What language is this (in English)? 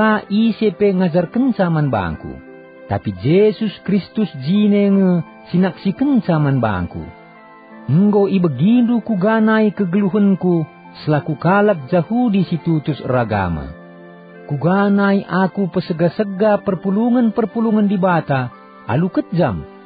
Batak Karo